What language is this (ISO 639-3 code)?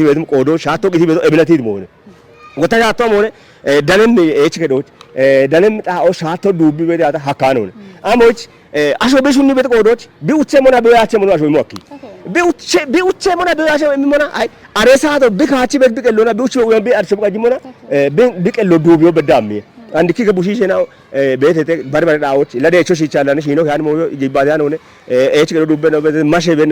kbr